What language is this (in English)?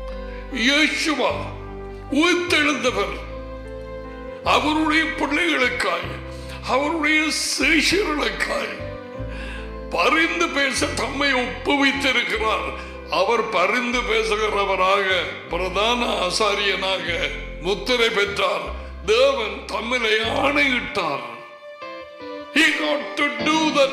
Tamil